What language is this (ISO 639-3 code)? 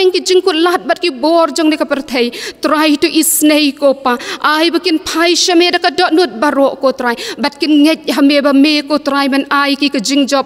kha